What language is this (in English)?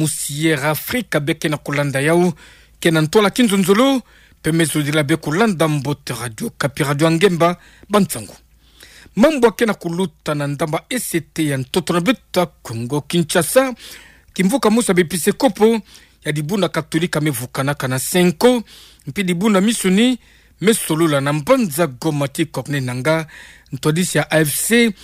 Kituba (Democratic Republic of Congo)